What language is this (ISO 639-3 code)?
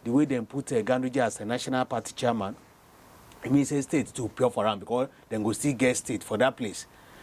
pcm